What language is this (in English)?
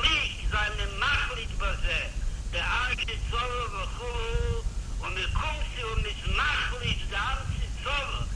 Yiddish